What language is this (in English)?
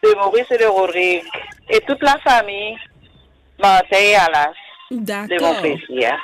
Morisyen